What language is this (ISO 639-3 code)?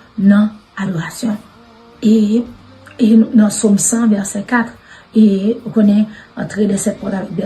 hat